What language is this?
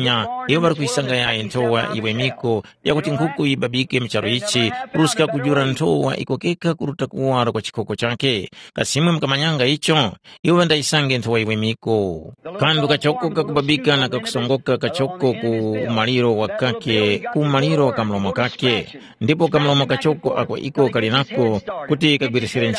Tumbuka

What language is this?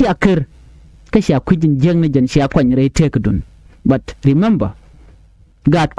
Nuer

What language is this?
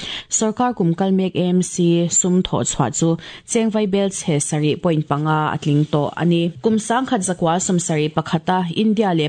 Mizo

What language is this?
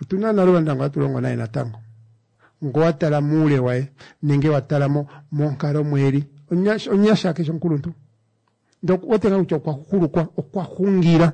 Kuanyama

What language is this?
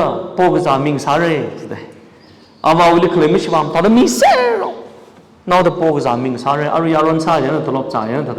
Tangkhul Naga (India)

